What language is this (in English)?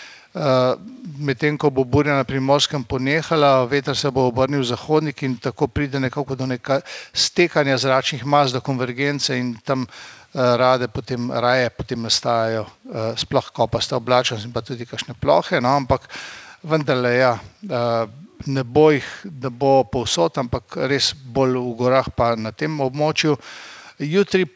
Slovenian